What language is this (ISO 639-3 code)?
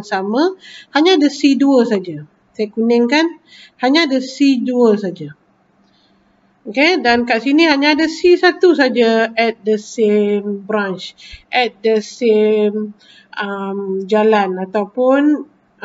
msa